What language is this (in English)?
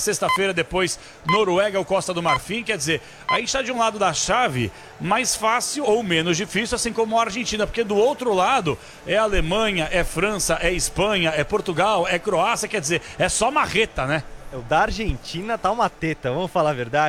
Portuguese